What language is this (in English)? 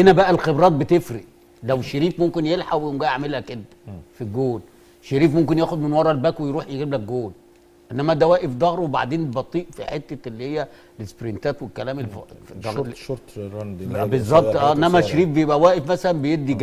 Egyptian Arabic